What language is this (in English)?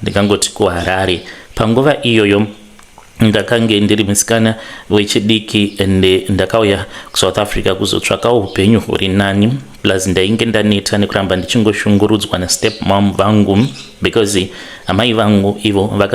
Shona